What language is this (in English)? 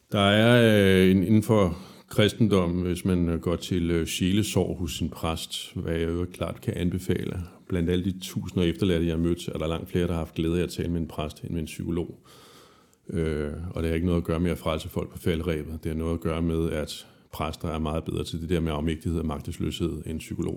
Danish